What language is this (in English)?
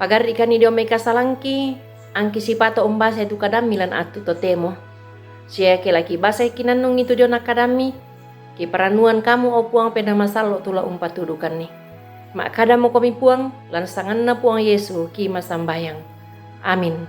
Toraja-Sa'dan